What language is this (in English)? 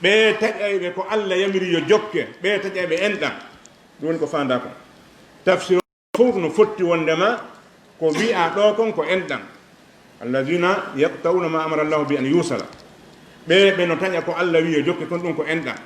Fula